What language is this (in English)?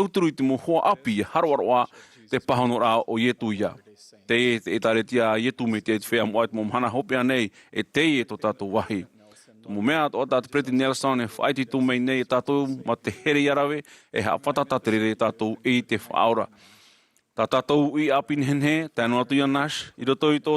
Tahitian